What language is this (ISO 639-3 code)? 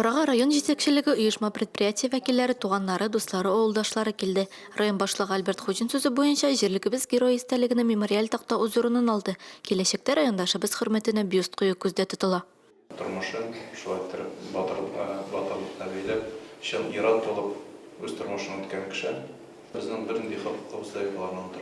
tat